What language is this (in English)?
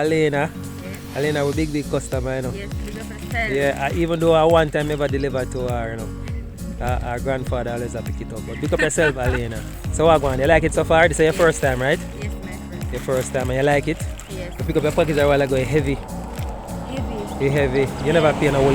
Jamaican Creole English